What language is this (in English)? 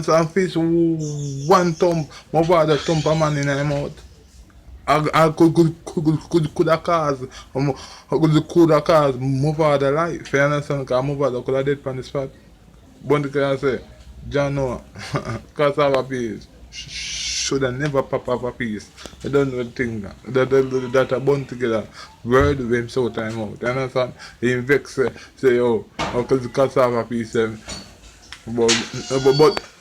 Jamaican Creole English